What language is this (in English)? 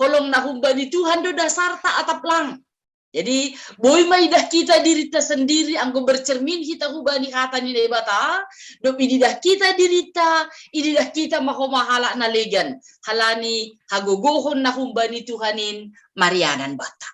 Batak Simalungun